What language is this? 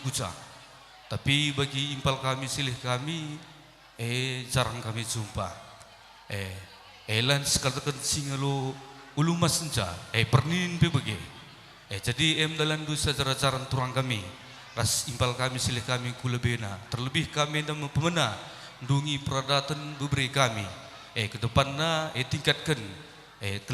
Batak Karo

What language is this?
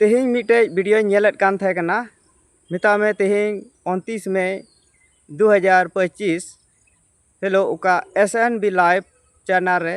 Santali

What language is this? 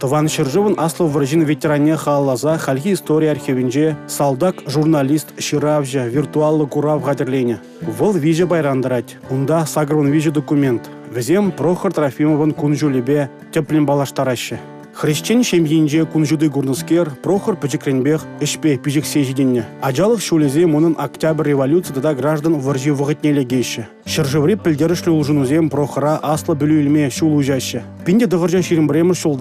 Chuvash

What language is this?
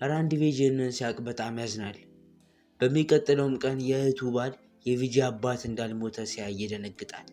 Amharic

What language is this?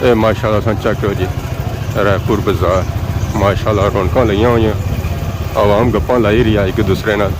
Pahari-Potwari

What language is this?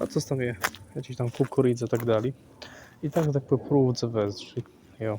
Kashubian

